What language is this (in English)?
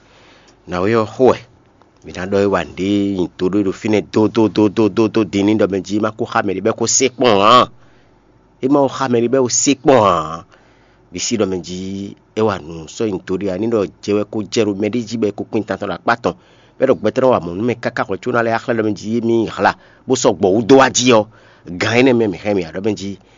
Fon